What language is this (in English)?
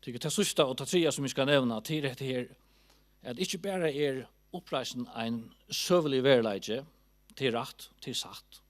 Faroese